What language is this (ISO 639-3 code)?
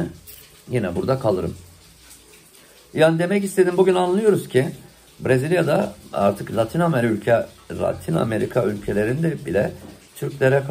tur